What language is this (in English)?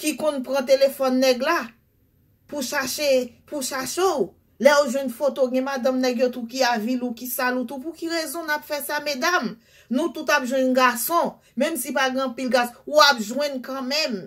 Haitian Creole